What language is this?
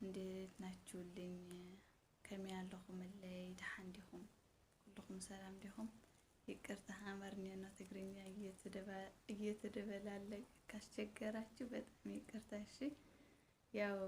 Amharic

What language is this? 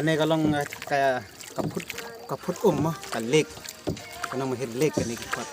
Khasi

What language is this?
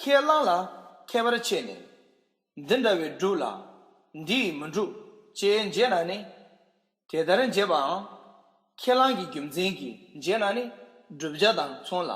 Tibetan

